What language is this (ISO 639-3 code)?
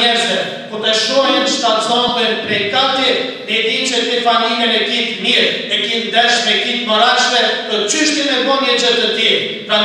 sqi